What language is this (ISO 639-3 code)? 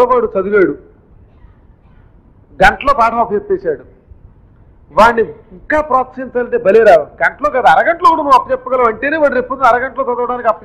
tel